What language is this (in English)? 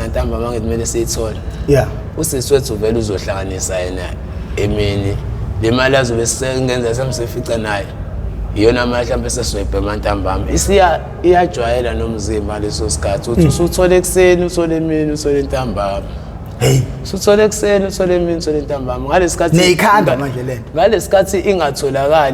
Zulu